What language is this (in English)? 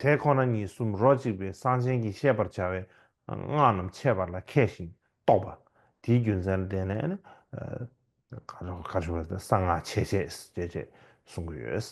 Tibetan